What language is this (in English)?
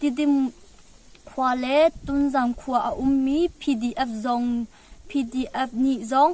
Hakha Chin